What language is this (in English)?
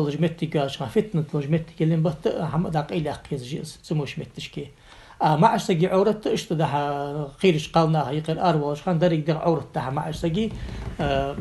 Ingush